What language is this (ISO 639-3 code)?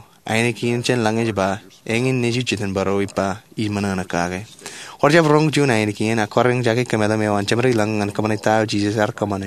mah